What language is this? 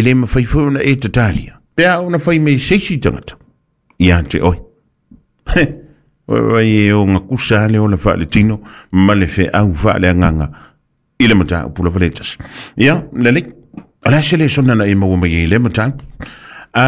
Samoan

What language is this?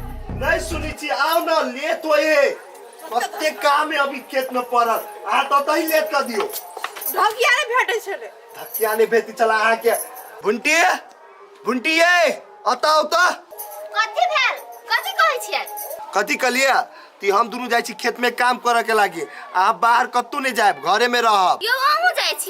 Maithili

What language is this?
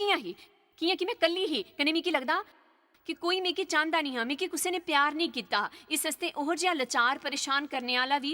Dogri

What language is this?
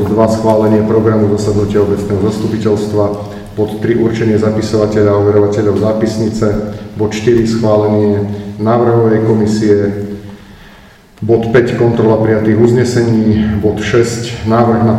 Slovak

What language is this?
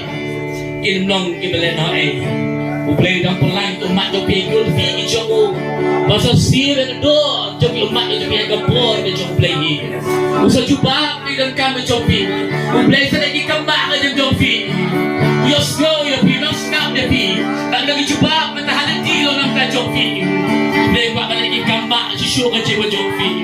Khasi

